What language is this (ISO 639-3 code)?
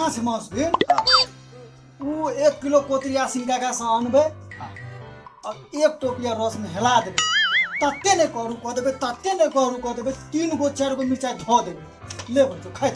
mai